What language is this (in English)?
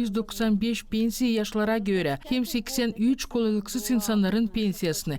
Gagauz